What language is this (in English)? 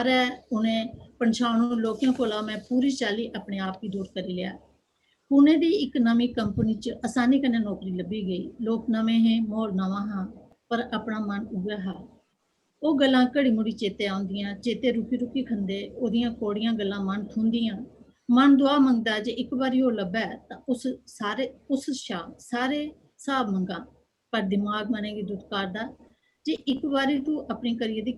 Dogri